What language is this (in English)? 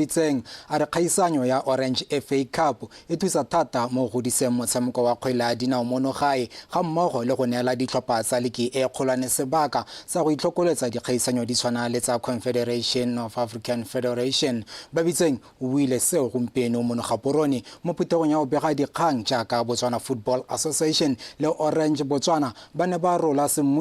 Tswana